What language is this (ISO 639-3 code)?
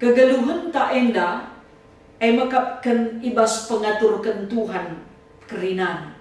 btx